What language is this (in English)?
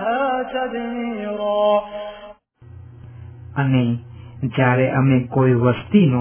Gujarati